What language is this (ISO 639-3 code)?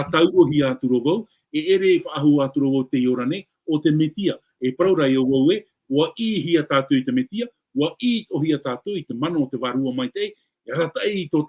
tah